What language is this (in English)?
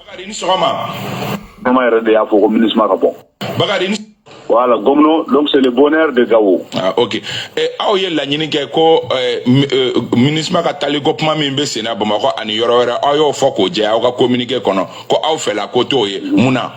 Bambara